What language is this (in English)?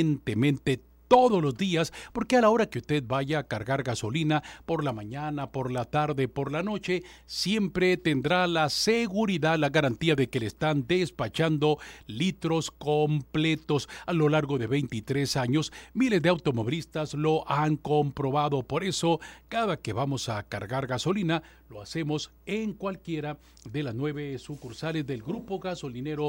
Spanish